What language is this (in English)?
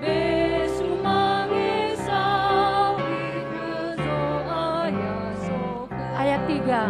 Nias